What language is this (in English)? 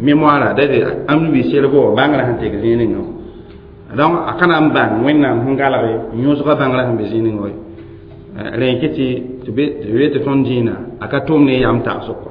Mossi